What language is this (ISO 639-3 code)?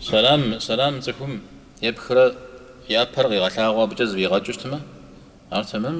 kbd